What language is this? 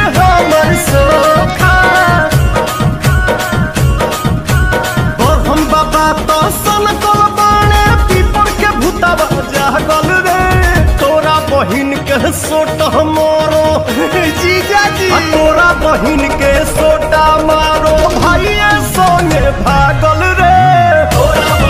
Bhojpuri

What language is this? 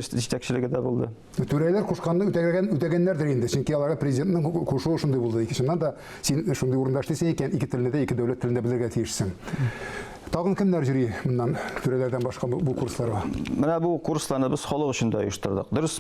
Tatar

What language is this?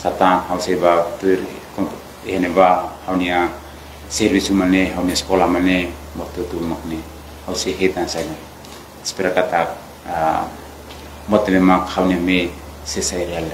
Tetum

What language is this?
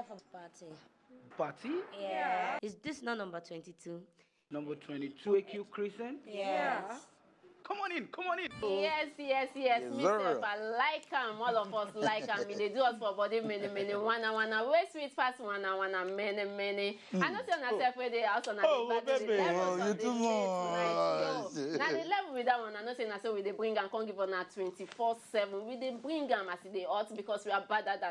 Nigerian Pidgin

